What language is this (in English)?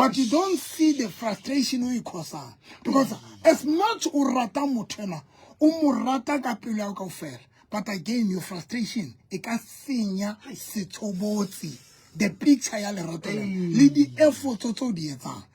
Southern Sotho